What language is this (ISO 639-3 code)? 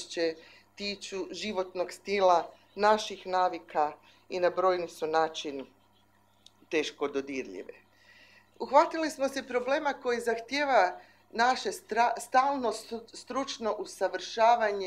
hrv